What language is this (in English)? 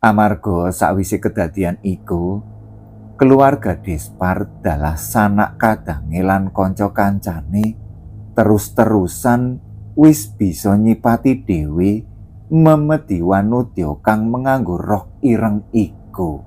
Javanese